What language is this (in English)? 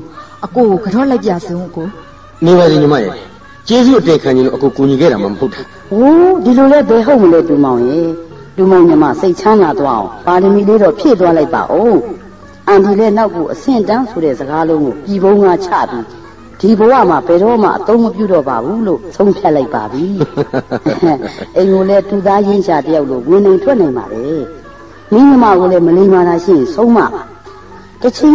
Burmese